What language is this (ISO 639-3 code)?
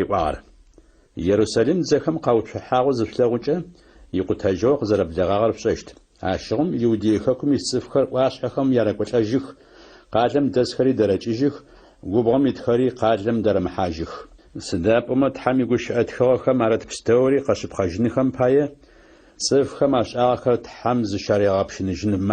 ady